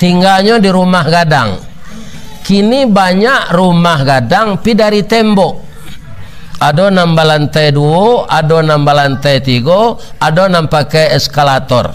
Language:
Minangkabau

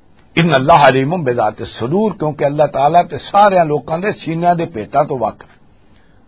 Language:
Western Panjabi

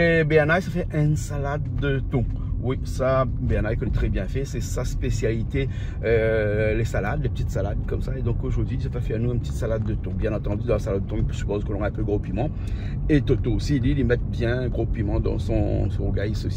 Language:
Réunion Creole French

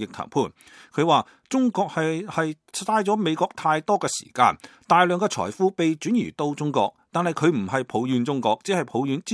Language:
Cantonese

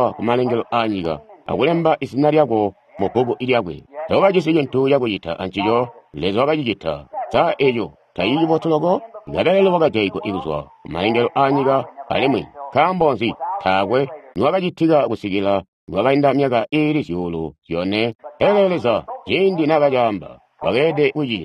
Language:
Tonga (Zambia)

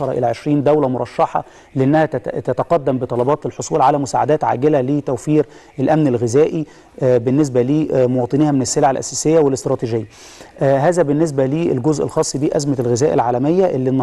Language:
Egyptian Arabic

